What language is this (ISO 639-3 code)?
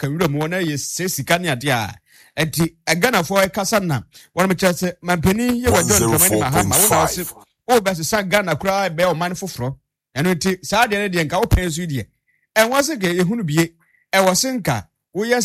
aka